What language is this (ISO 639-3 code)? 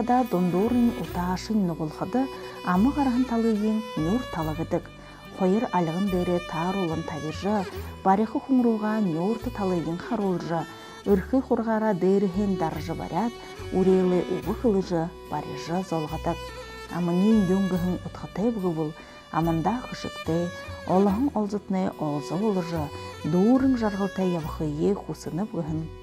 bua